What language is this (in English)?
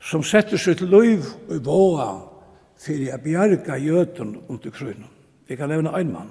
Faroese